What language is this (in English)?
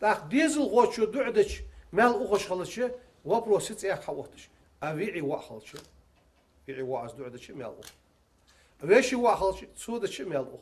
Ingush